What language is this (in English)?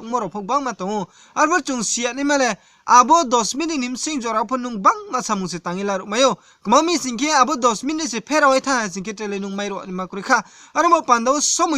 Riang (India)